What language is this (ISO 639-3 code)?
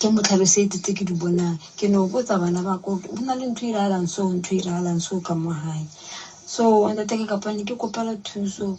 nso